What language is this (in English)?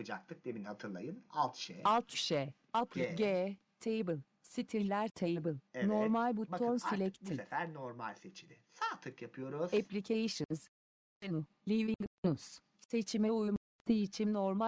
Turkish